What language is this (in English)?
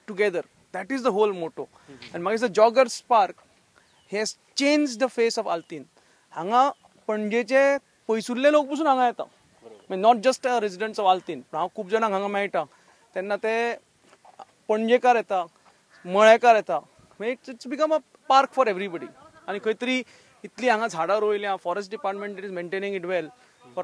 Konkani